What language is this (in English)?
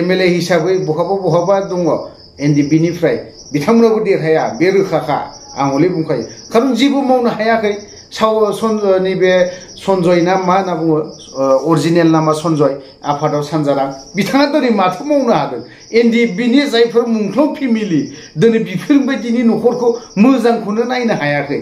Bodo